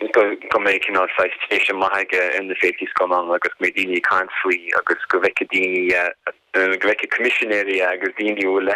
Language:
Irish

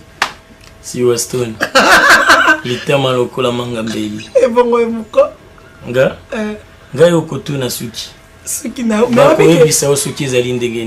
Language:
Lingala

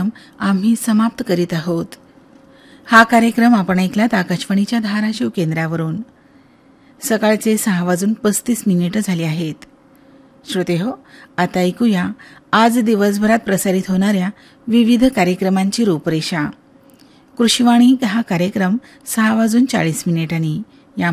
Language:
Marathi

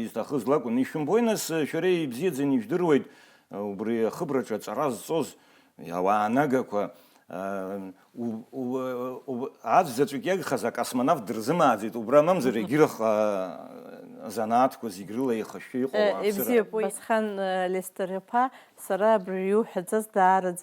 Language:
Abkhazian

